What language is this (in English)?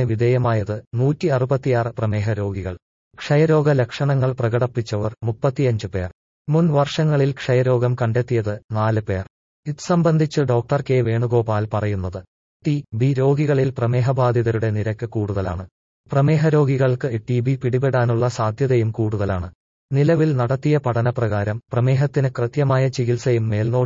Malayalam